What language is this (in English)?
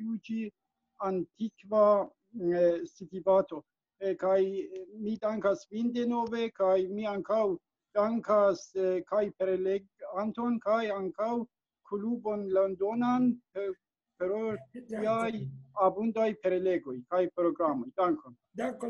Esperanto